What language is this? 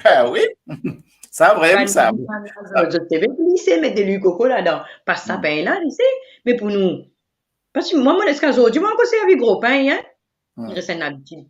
Morisyen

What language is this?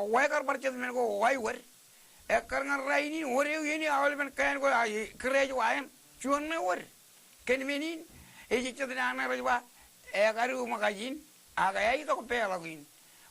Marshallese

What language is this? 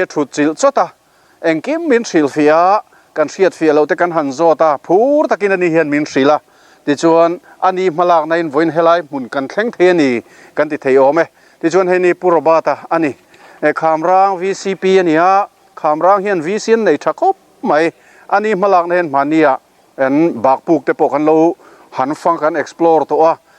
Mizo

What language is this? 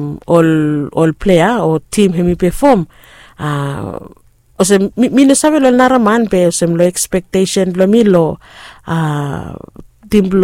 Bislama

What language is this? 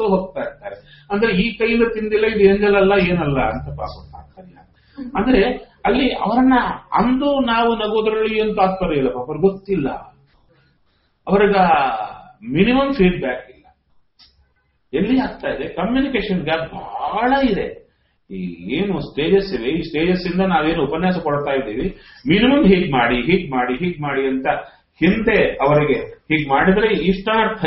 Kannada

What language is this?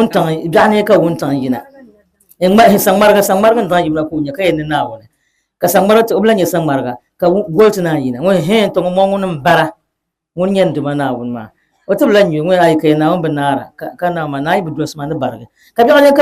Dagbani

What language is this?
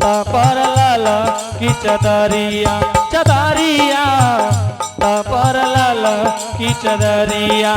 Angika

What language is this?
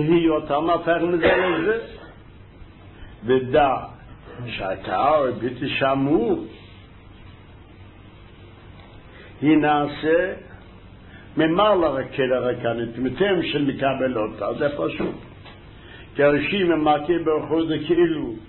Hebrew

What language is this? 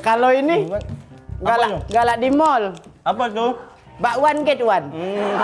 Musi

